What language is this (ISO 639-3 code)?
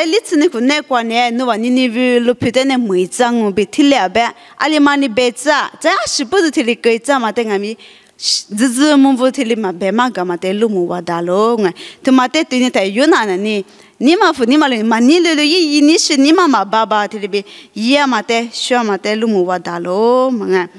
lis